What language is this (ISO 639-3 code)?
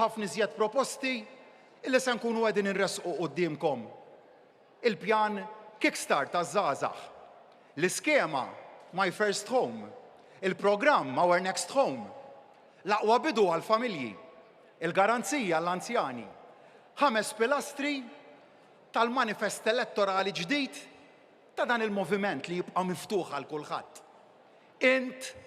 mlt